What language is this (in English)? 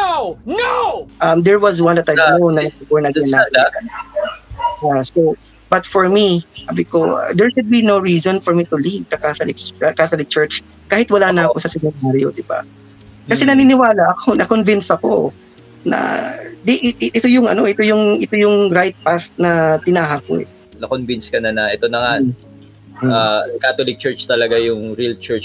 Filipino